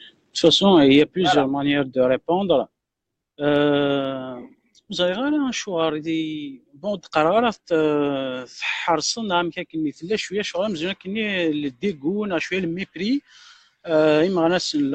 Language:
Kabyle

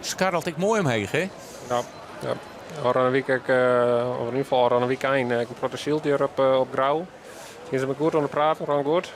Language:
Western Frisian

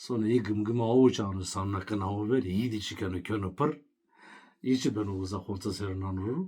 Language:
Zaza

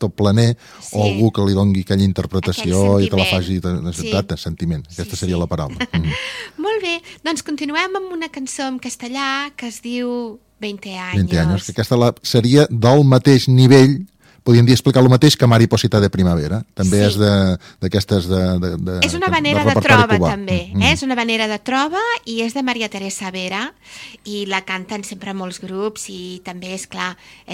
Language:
Catalan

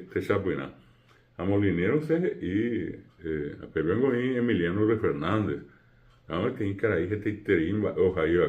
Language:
Guarani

